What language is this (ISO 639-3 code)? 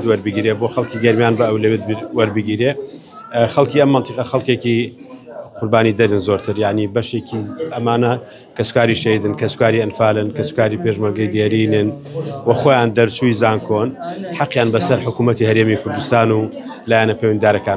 ckb